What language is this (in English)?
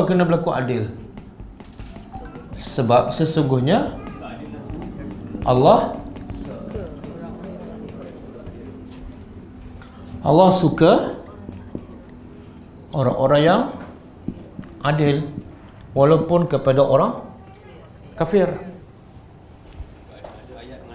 Malay